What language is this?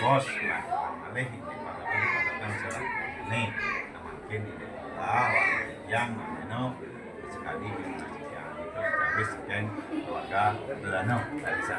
Balinese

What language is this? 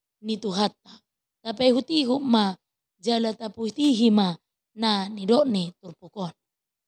Batak Toba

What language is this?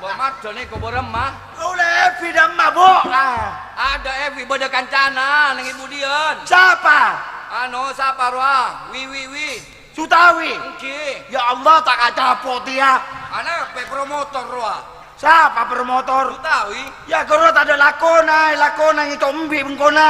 Madurese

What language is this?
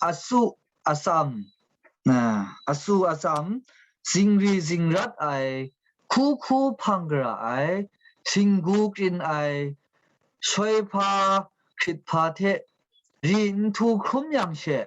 Kachin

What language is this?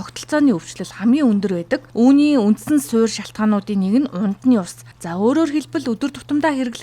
Mongolian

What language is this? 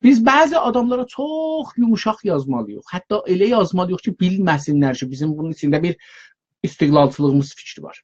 South Azerbaijani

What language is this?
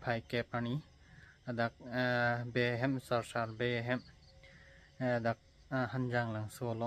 Karbi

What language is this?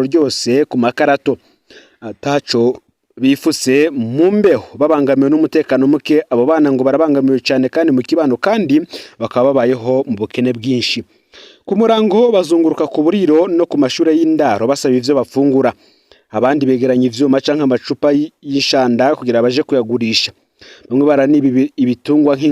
Rundi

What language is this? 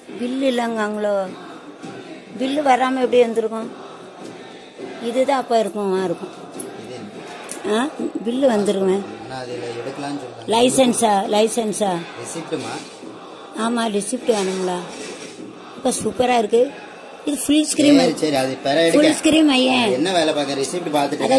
Tamil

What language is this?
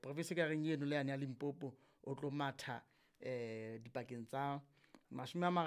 Southern Sotho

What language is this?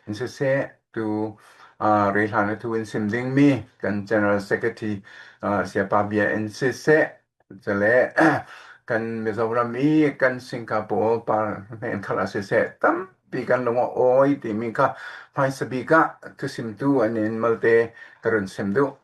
Falam Chin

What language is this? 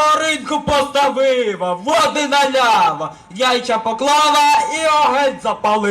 Rusyn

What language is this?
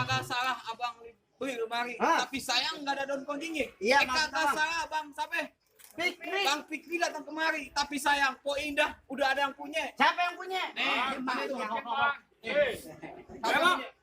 Betawi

